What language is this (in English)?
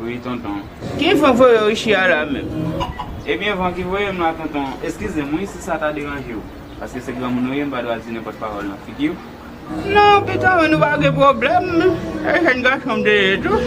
Haitian Creole